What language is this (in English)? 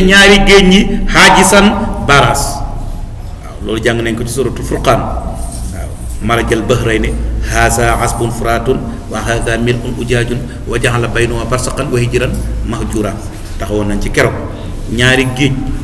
Wolof